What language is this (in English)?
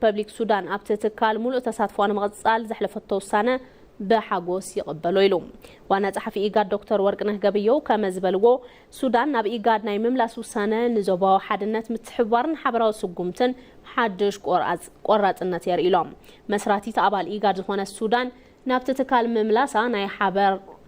Tigrinya